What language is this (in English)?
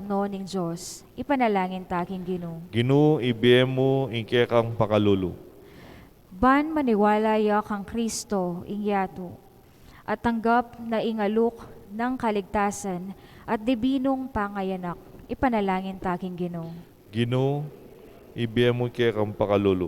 Pampanga